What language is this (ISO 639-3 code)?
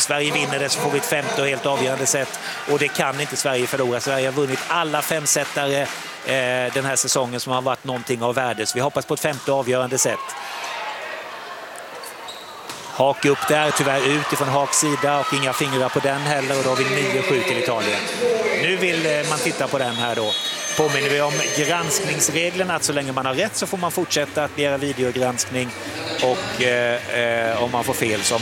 swe